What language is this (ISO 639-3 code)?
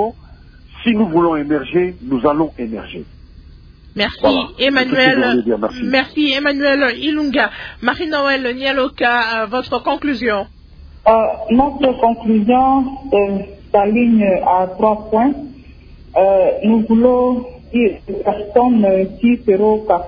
fra